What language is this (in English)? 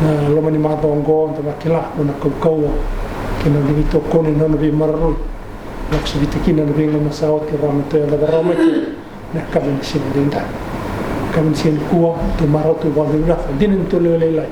Fijian